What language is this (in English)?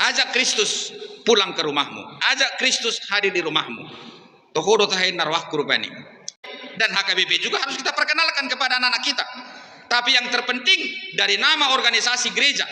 Batak Toba